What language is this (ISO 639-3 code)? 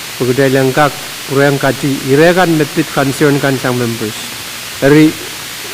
pon